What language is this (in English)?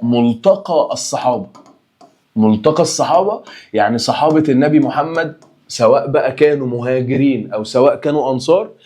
Egyptian Arabic